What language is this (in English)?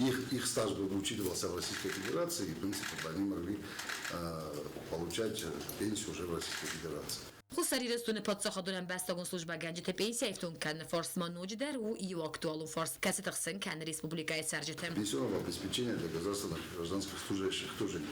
Ossetic